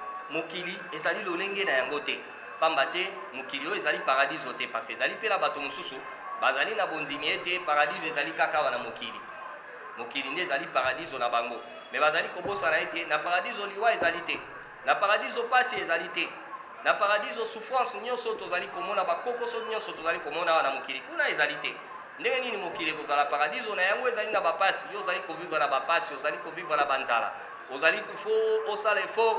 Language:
Lingala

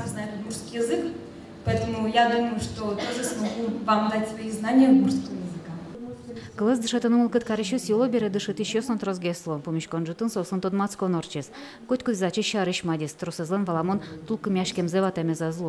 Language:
Udmurt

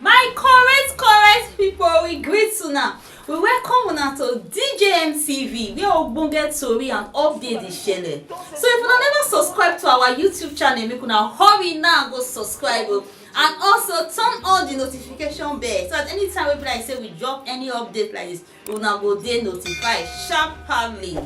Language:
Nigerian Pidgin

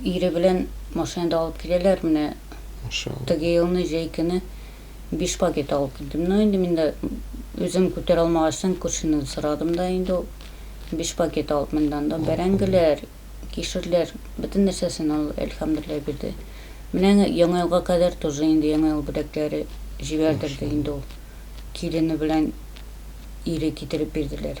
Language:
Tatar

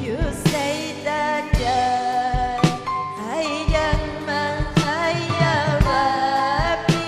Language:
Ayacucho Quechua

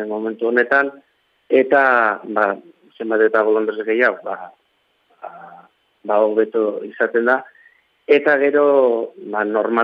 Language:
Basque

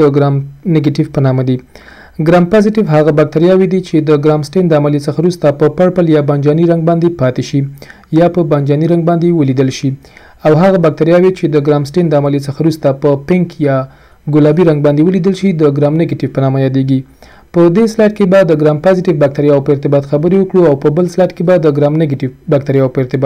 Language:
Pashto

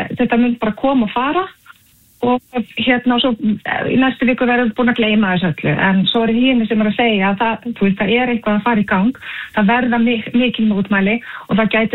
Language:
Icelandic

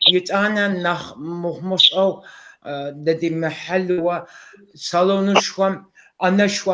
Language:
Kabardian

